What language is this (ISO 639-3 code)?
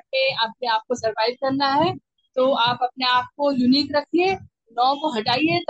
hin